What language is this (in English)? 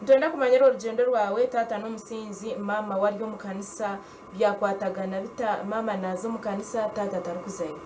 Nyankole